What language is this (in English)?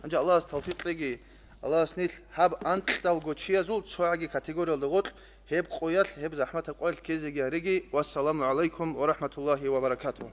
Avaric